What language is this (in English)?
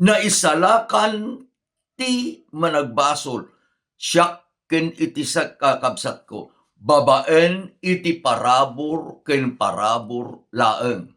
Iloko